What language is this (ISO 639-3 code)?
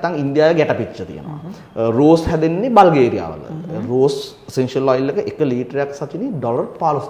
sin